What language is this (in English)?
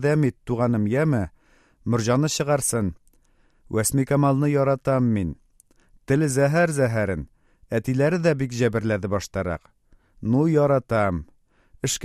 Tatar